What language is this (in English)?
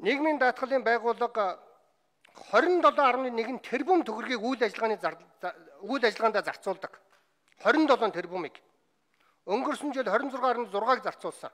Mongolian